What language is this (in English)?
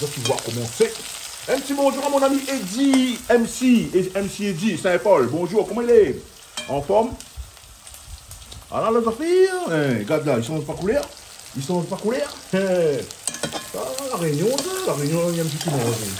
Réunion Creole French